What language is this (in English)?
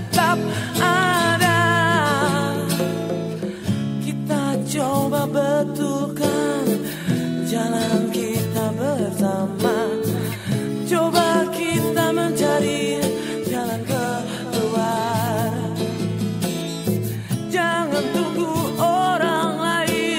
Indonesian